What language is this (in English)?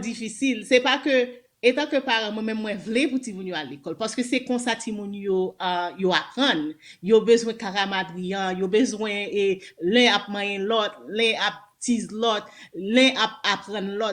Haitian Creole